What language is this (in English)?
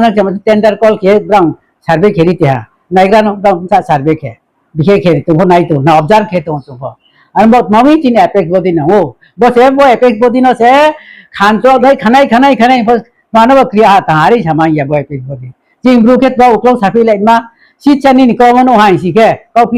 Riang (India)